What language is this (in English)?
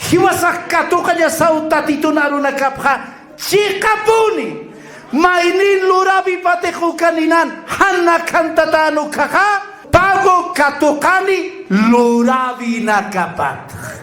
Aymara